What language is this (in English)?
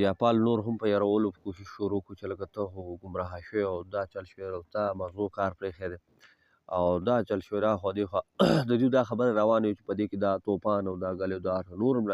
Pashto